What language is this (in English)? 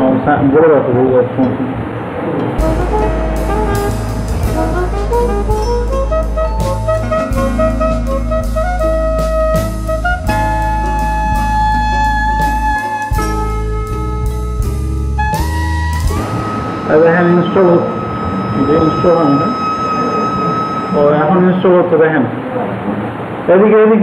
Bangla